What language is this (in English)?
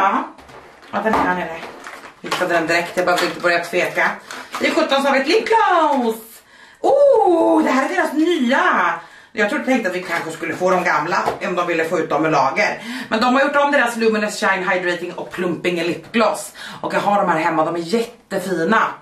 Swedish